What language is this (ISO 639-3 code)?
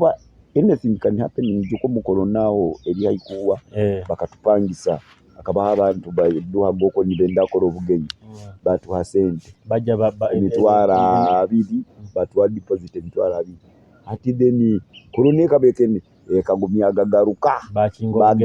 nyo